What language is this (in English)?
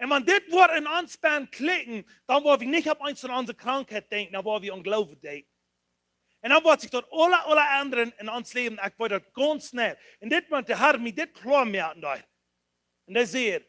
Plautdietsch